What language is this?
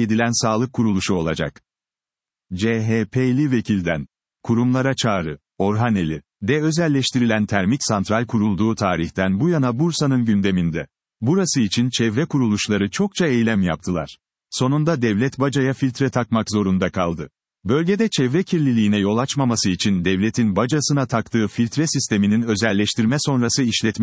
Turkish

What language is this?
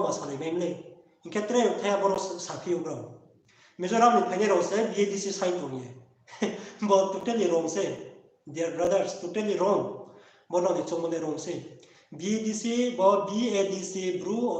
Riang (India)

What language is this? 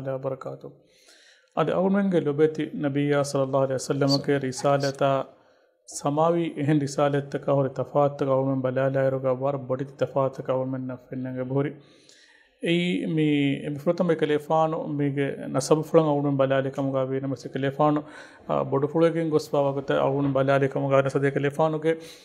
Divehi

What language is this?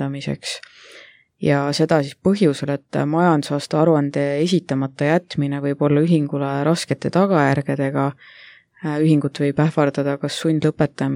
Estonian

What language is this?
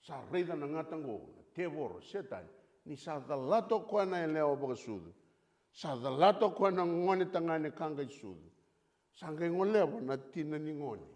Fijian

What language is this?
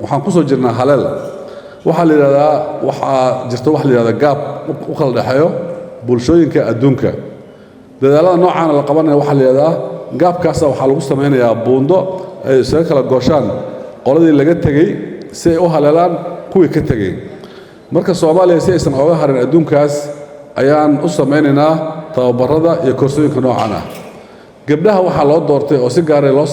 Somali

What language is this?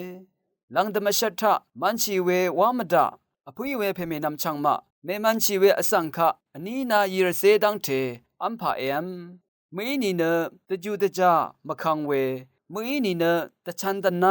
Rawang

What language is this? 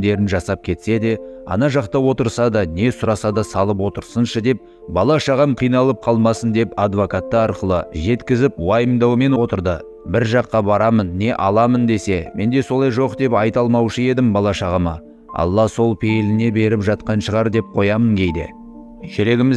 Kazakh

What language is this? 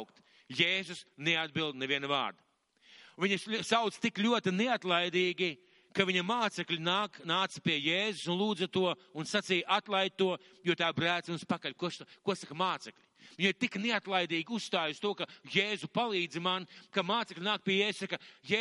Latvian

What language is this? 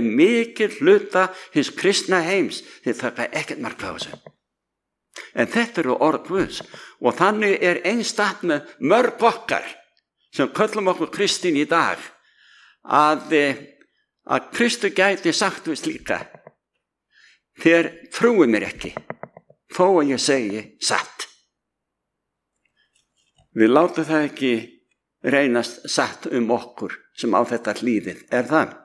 Icelandic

